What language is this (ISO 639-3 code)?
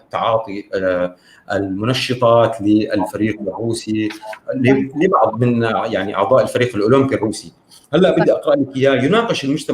apc